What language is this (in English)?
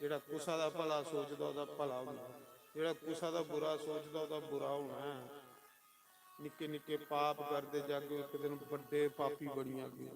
Dogri